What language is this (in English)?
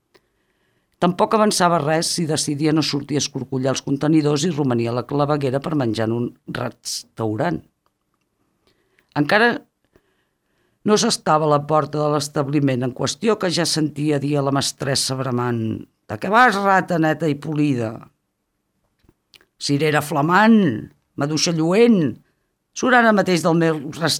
Catalan